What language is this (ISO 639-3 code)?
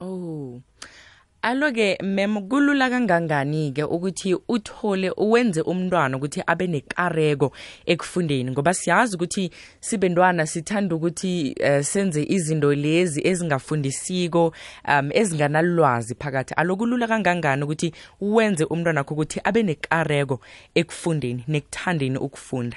nbl